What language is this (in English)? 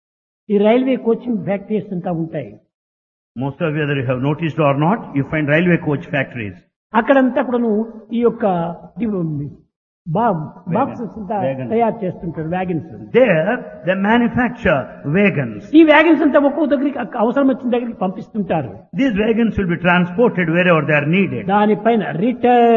Telugu